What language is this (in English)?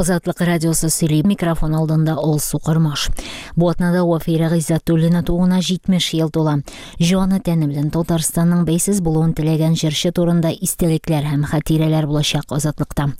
Tatar